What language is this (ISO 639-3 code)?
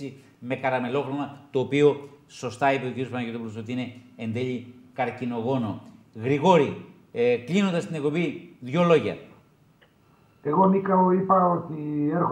ell